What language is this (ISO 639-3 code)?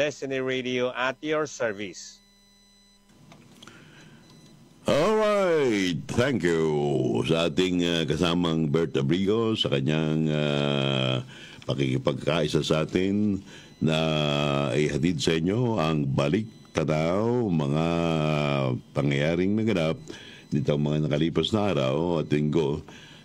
fil